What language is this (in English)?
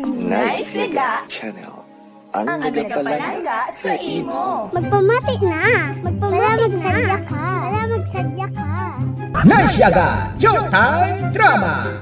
Hiligaynon